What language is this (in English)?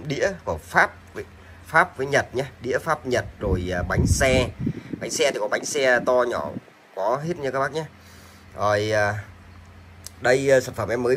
Vietnamese